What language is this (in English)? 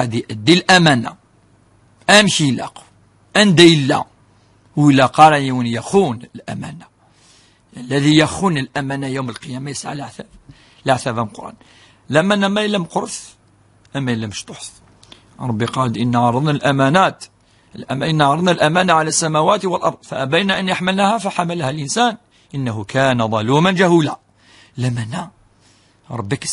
Kabyle